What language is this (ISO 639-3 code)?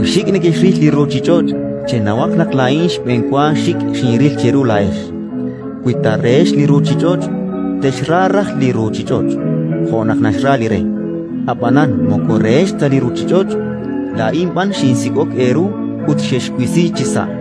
kek